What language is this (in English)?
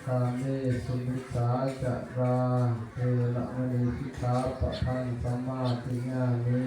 Pali